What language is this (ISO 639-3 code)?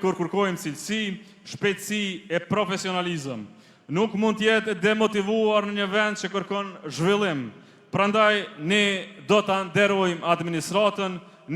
sqi